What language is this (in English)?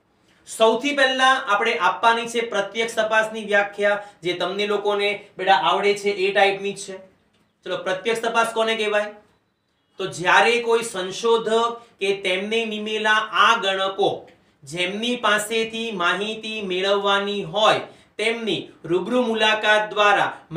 Gujarati